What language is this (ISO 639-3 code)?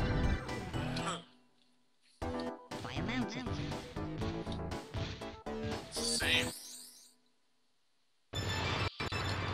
eng